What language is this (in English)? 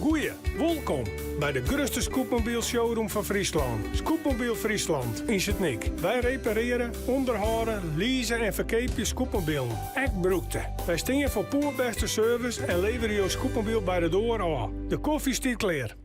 Western Frisian